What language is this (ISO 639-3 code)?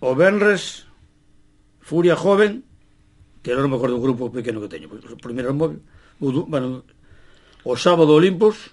glg